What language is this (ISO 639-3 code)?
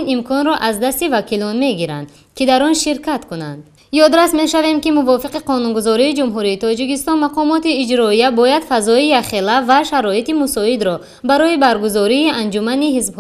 tgk